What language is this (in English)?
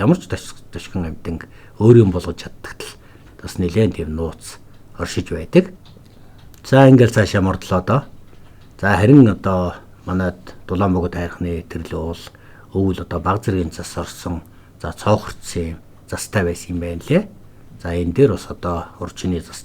Mongolian